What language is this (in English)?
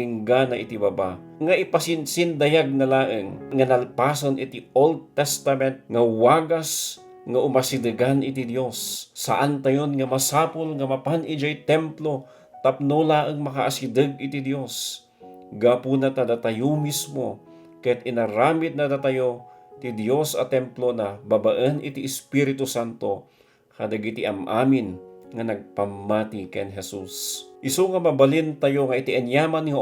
Iloko